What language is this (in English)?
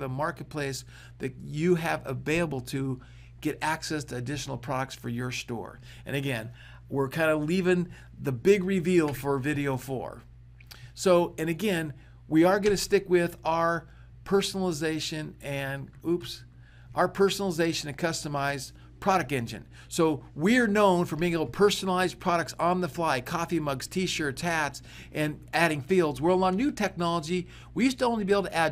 English